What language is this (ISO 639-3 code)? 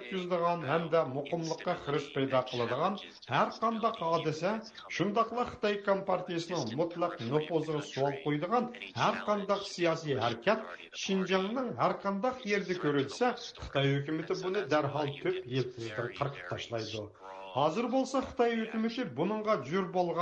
uig